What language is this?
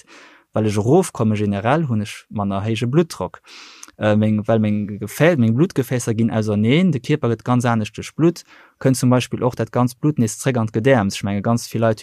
Luxembourgish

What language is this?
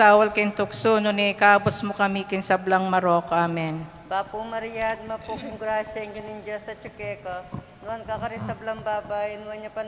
Pampanga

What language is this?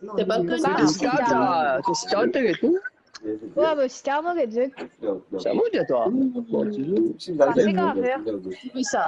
Morisyen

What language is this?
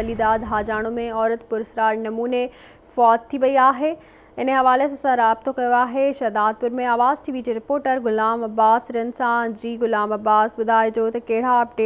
Sindhi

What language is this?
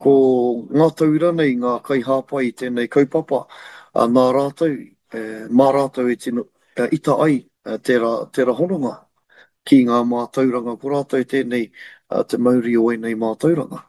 Māori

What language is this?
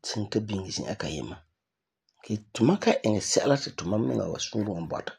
Frafra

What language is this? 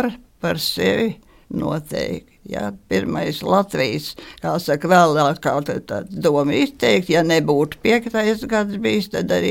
Latvian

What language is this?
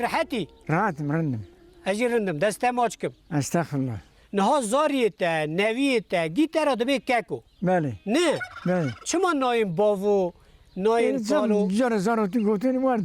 Kurdish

